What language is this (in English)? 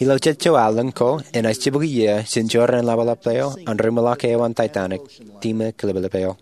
Marshallese